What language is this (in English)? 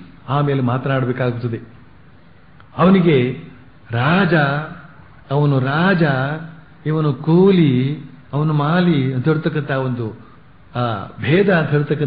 Kannada